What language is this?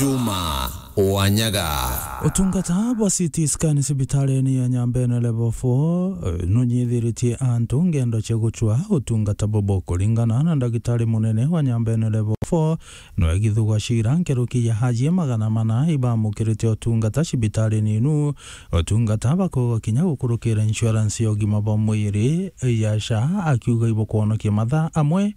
Meru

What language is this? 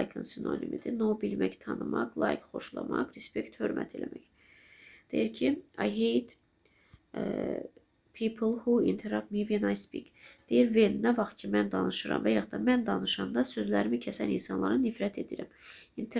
Azerbaijani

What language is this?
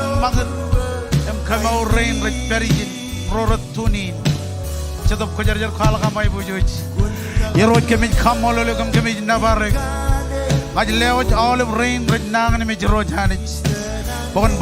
Marshallese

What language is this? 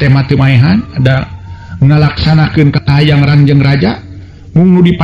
Sundanese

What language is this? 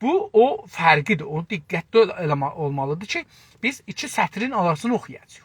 South Azerbaijani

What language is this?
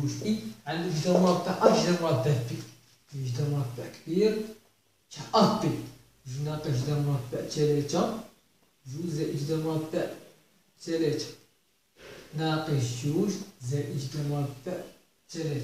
Moroccan Arabic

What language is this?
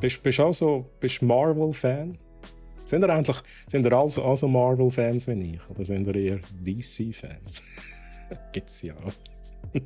Swiss German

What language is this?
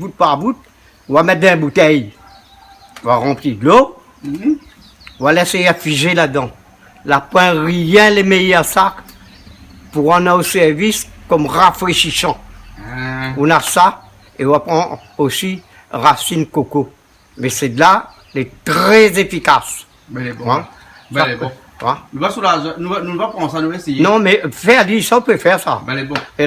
Réunion Creole French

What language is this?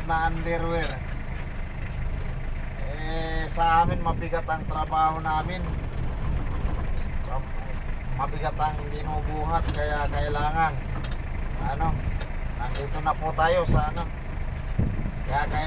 Filipino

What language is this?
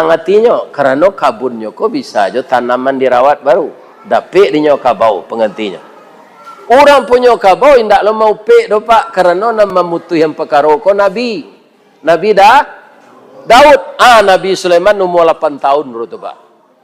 Minangkabau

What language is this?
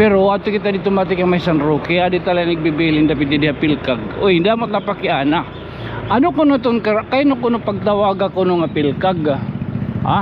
Waray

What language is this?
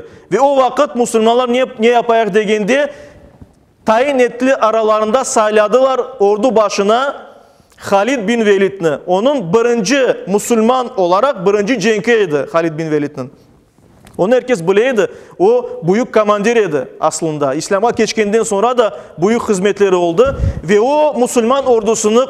Crimean Tatar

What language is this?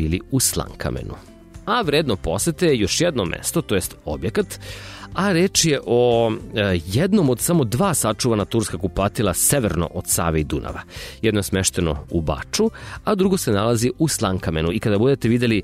Serbian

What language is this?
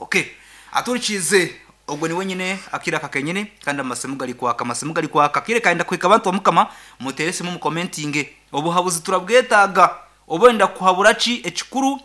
Nyankole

